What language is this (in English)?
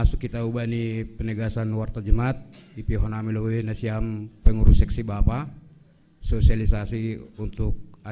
Batak Simalungun